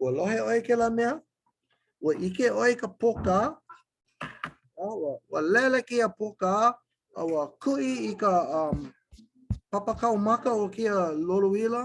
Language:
Hawaiian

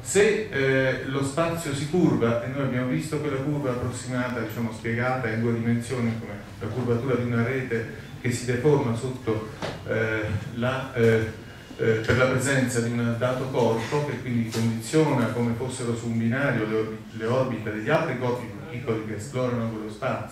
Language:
Italian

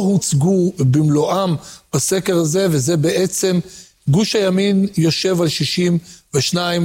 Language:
Hebrew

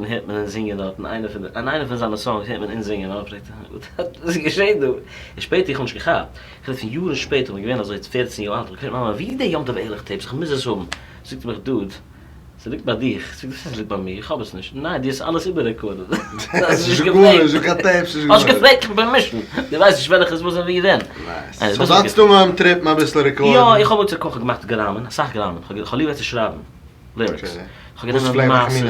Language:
Yiddish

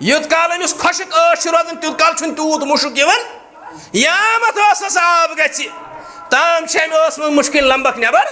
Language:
Kashmiri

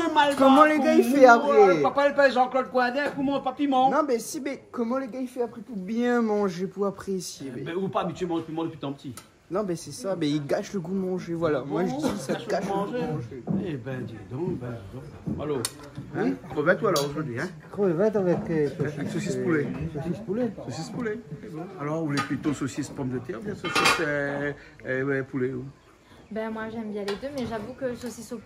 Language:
Réunion Creole French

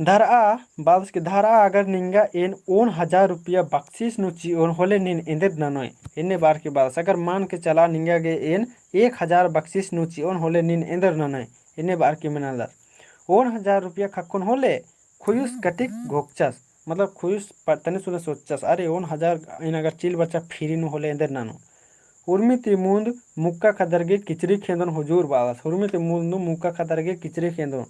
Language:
Kurukh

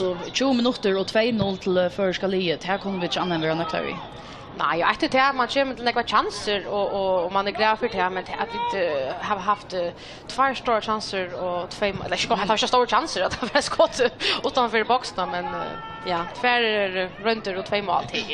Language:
Faroese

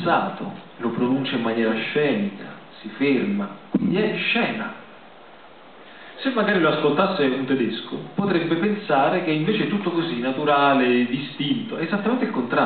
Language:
Italian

